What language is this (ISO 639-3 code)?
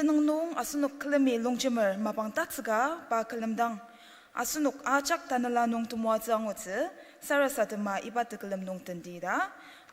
njo